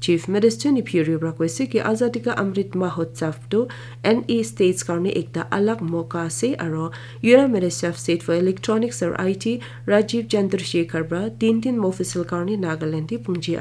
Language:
Naga Pidgin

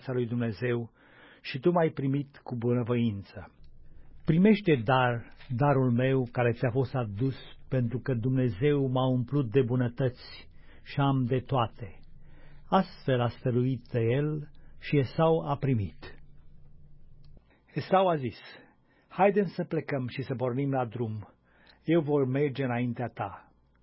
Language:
Romanian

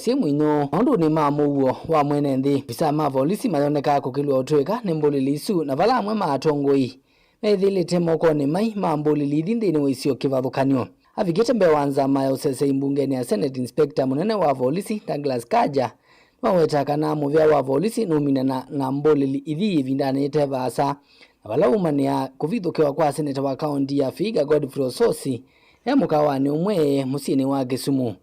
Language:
Kamba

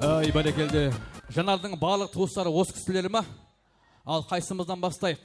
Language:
Kara-Kalpak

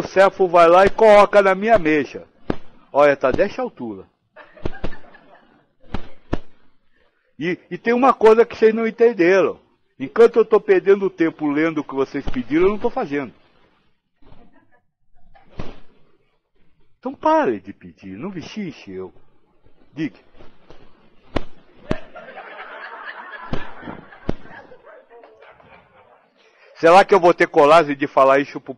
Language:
Portuguese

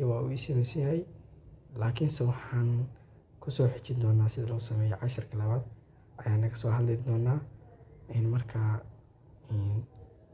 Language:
Somali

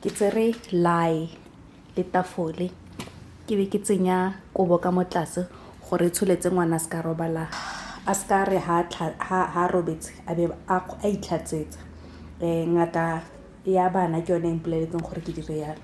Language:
Tswana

